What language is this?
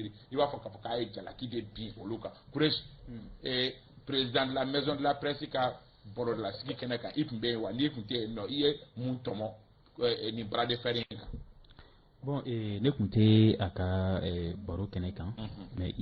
Bambara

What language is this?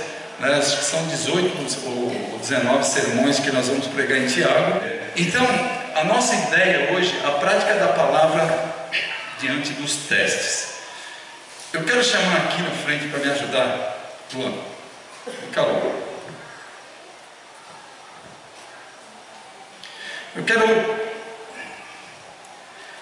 Portuguese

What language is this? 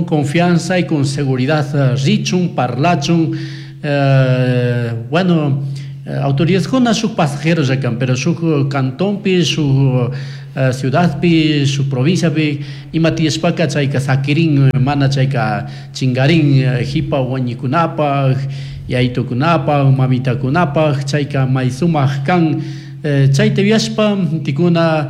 Chimborazo Highland Quichua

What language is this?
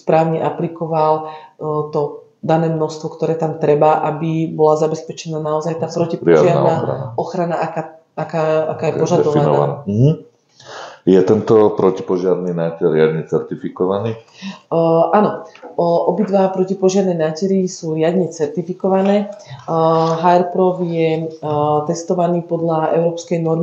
Slovak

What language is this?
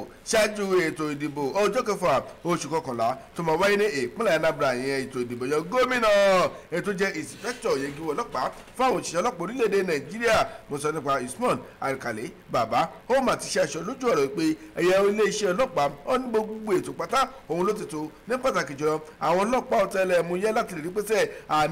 Yoruba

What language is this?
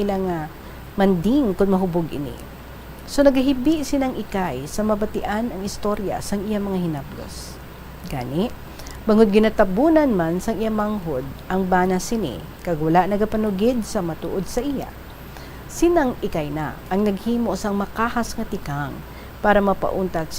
Hiligaynon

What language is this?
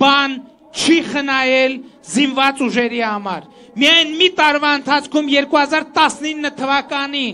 Armenian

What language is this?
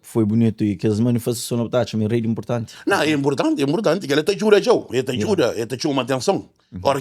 Kabuverdianu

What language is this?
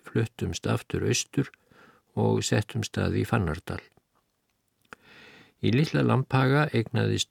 Icelandic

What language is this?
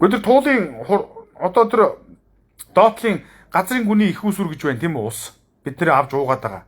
Mongolian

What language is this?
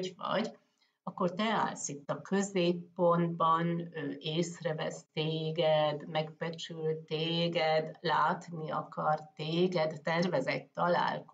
Hungarian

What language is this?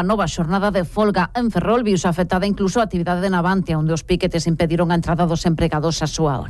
Galician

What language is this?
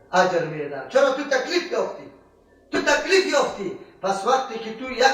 Persian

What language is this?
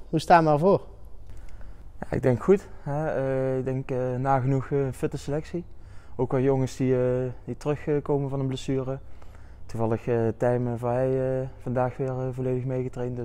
Dutch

